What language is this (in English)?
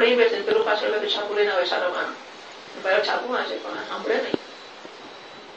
Gujarati